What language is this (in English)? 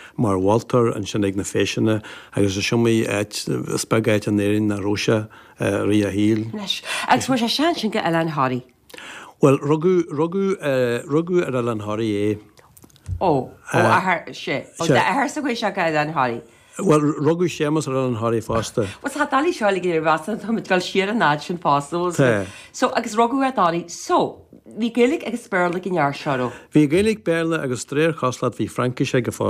Irish